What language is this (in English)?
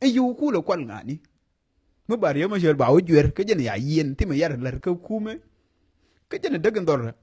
Nuer